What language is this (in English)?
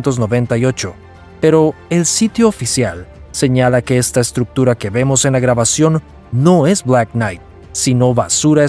Spanish